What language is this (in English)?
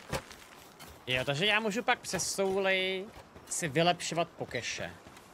Czech